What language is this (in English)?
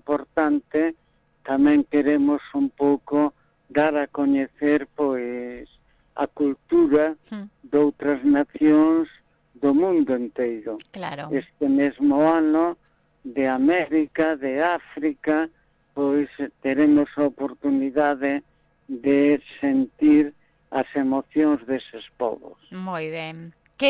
Galician